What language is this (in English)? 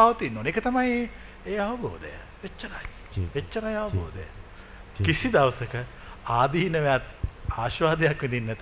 Sinhala